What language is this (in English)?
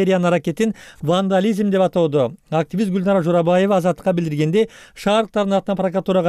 Kyrgyz